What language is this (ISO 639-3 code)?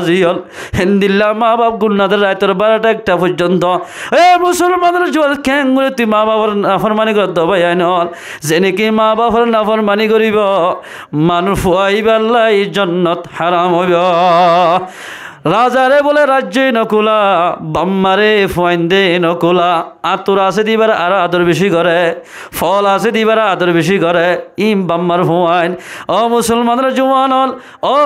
rhg